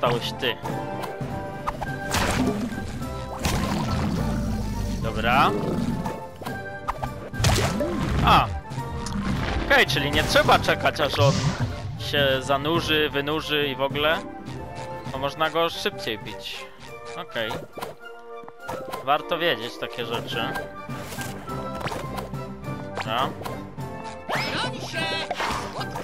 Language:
Polish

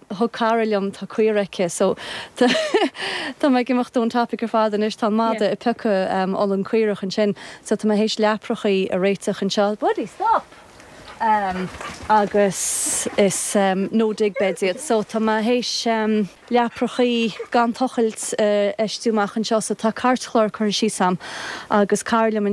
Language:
Irish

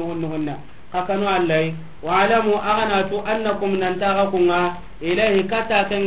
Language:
Soninke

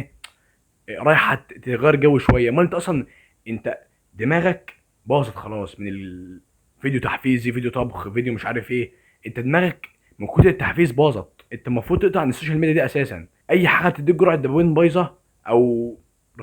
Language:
Egyptian Arabic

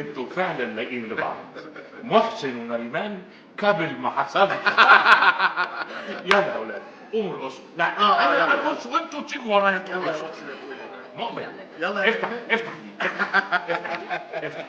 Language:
Egyptian Arabic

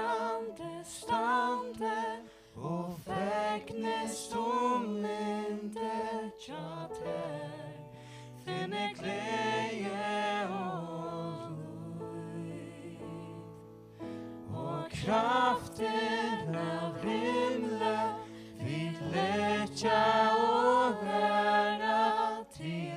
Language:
Faroese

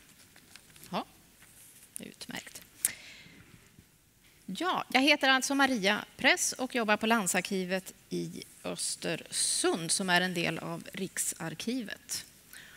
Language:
Swedish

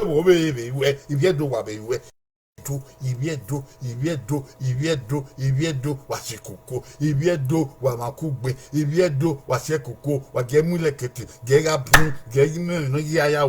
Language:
Bini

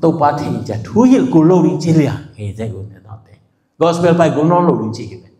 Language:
Tedim Chin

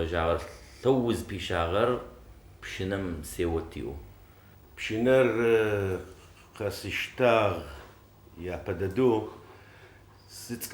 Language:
Adyghe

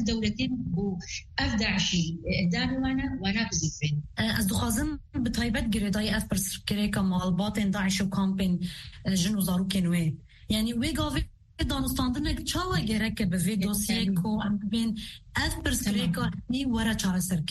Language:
Kurdish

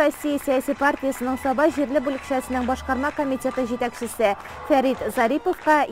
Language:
Tatar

